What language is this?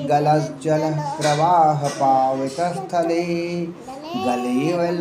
Sanskrit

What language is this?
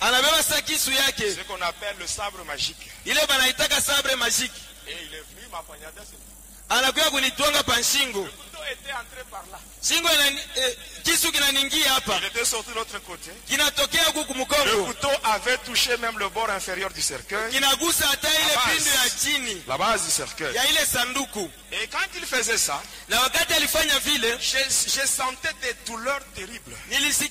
Swahili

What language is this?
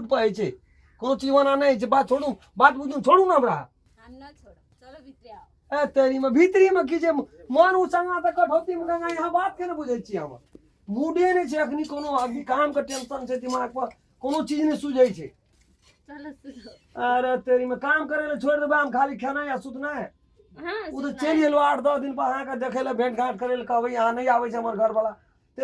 Maithili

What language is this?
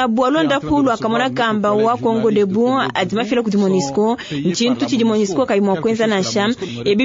Luba-Lulua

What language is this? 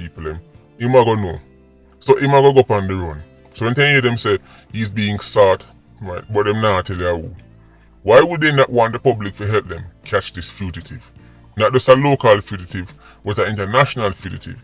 Jamaican Creole English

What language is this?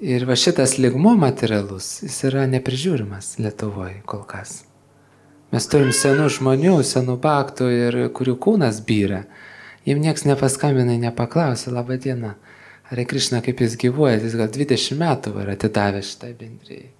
Lithuanian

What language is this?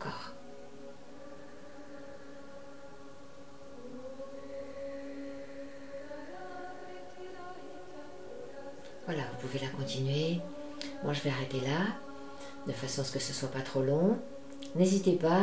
French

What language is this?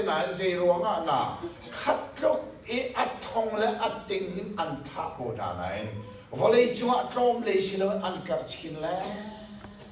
Hakha Chin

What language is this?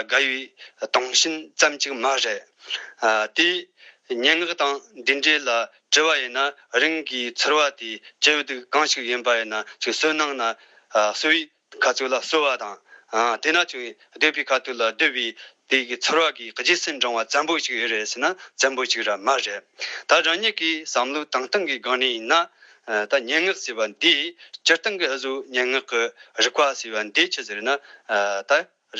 Tibetan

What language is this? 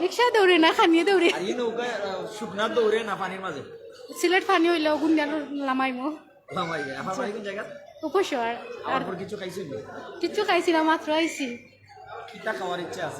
Sylheti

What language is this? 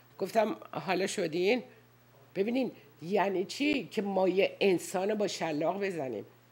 Persian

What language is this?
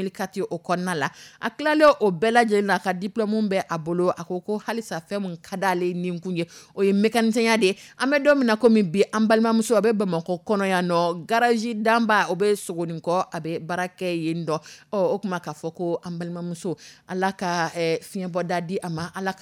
Dyula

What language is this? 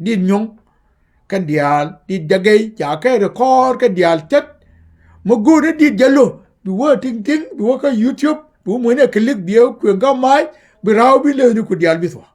Nuer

